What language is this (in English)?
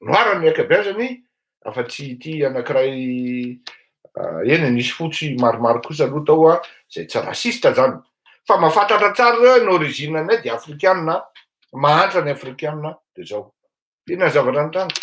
Malagasy